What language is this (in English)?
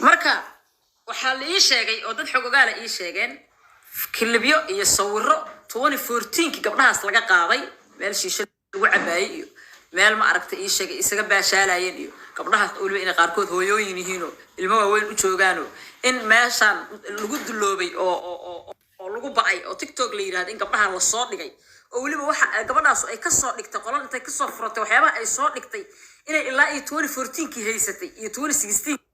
Somali